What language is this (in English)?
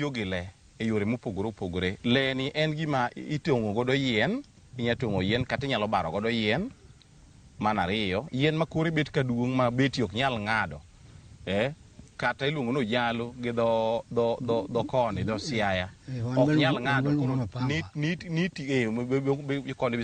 Luo (Kenya and Tanzania)